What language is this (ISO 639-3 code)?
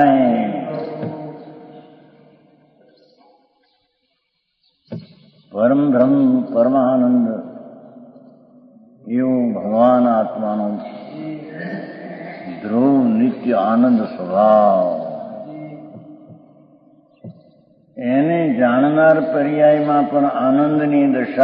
guj